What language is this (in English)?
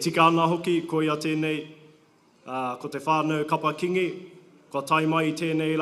Māori